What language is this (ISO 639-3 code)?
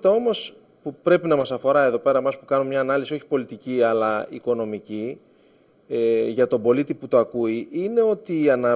ell